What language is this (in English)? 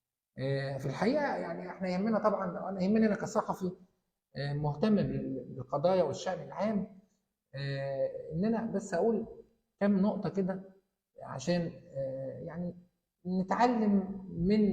Egyptian Arabic